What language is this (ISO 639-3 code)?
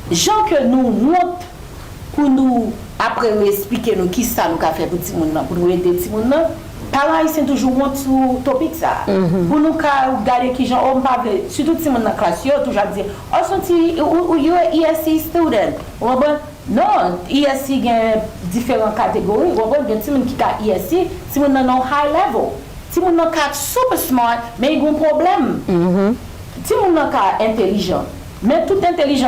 hat